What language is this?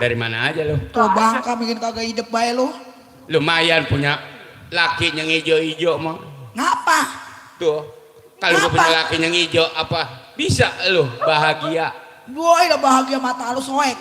Betawi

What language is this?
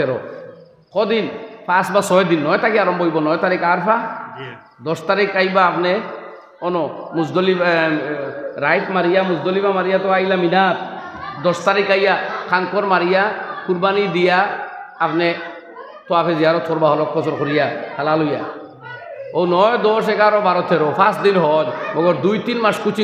Sylheti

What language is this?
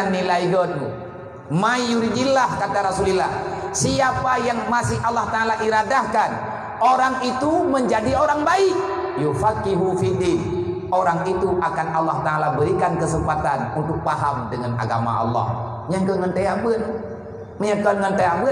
Achinese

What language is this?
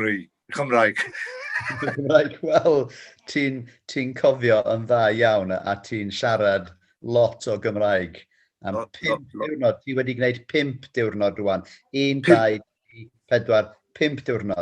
Welsh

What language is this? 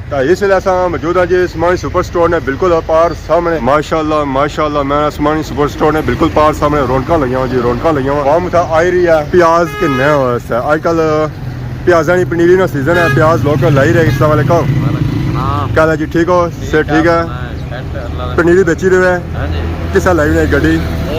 Pahari-Potwari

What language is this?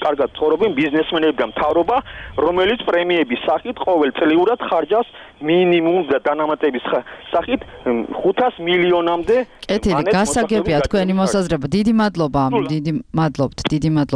Georgian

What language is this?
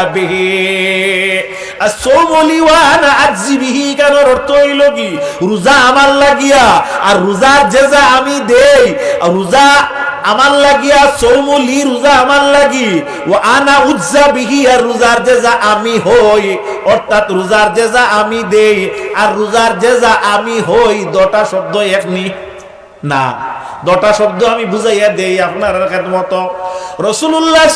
Sylheti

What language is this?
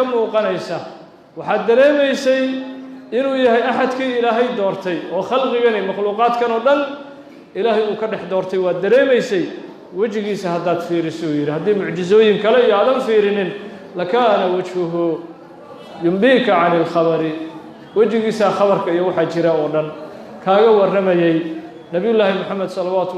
Somali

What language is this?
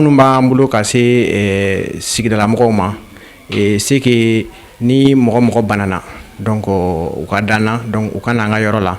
Bambara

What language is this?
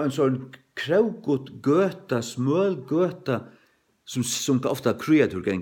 Faroese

